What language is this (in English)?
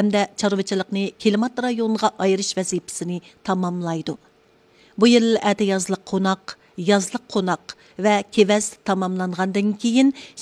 Uyghur